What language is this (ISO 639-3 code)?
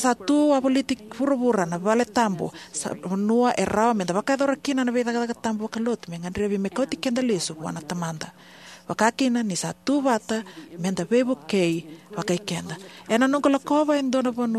fij